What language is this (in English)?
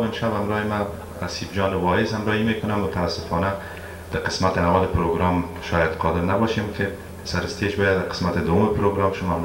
Persian